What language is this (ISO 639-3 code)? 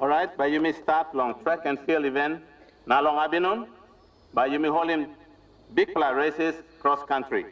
tpi